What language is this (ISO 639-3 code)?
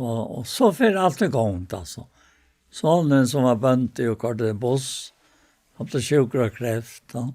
fao